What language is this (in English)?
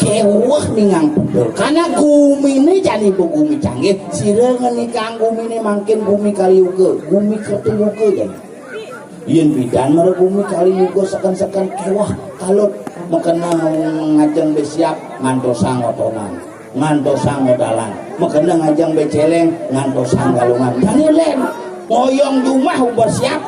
Balinese